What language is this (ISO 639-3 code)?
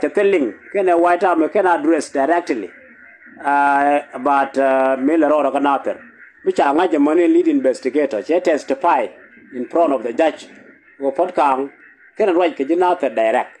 nus